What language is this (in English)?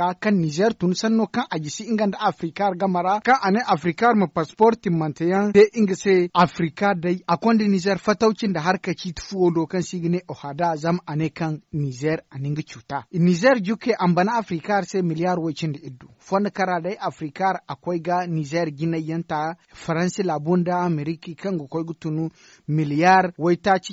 Zarma